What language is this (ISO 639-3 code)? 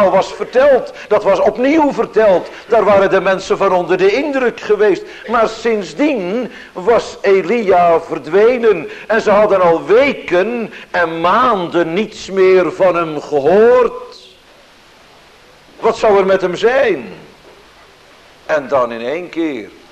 nld